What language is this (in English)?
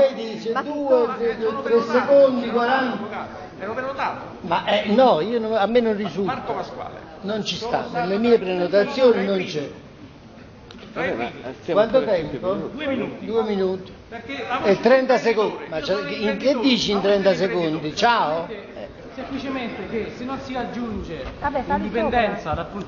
Italian